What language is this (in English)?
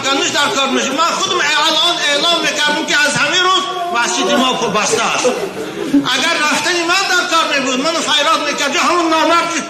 Tajik